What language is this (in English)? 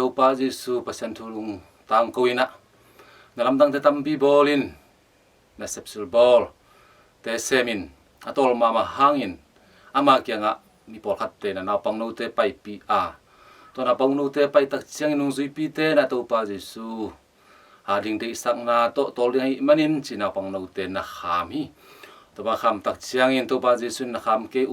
Tedim Chin